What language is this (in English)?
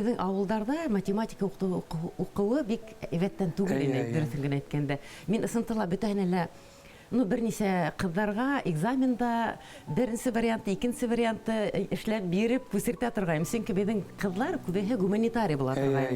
Bashkir